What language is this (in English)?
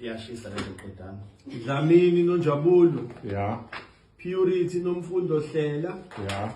Zulu